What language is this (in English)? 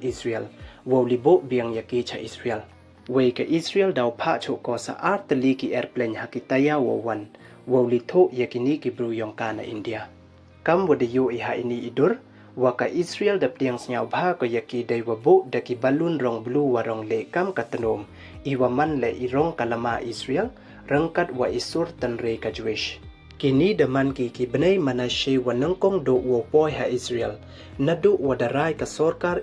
Pnar